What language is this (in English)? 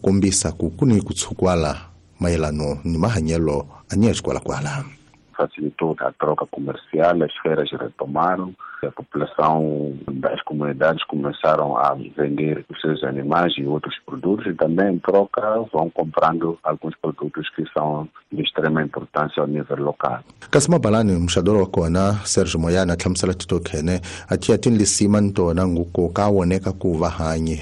Tsonga